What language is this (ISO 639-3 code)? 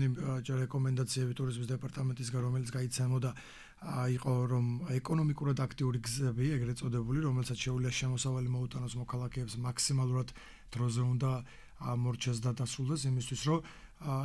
kat